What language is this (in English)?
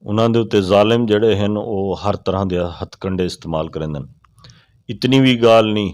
Western Panjabi